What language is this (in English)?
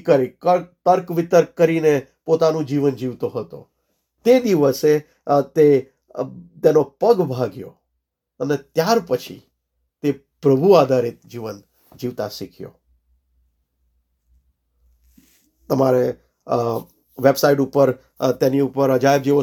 Gujarati